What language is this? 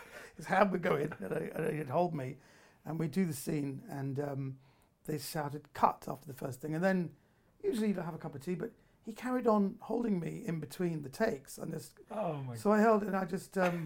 English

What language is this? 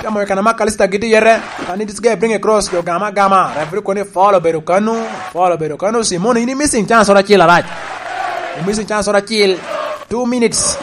Lango (Uganda)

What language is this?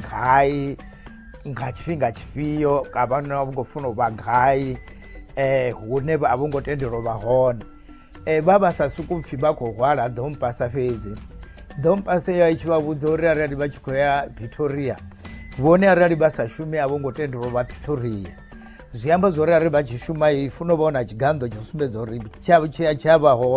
Venda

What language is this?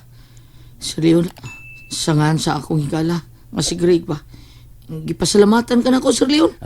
Cebuano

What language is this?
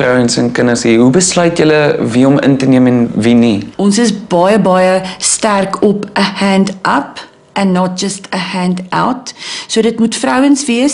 Afrikaans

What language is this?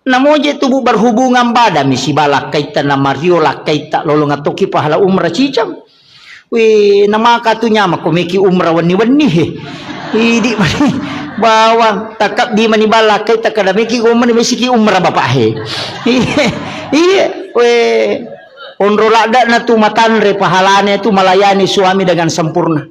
Buginese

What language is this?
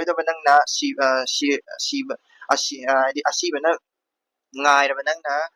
Manipuri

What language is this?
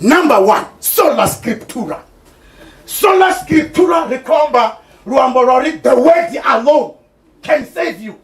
Venda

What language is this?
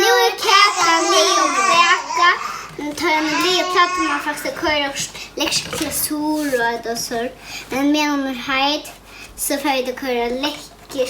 Faroese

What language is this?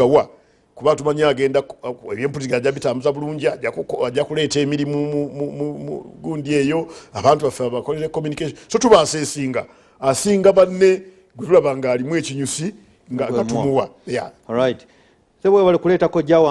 Ganda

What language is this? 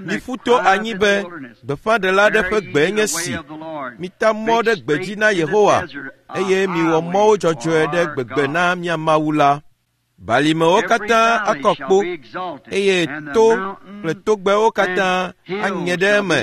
Ewe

